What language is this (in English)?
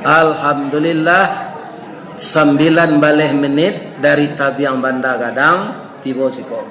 Minangkabau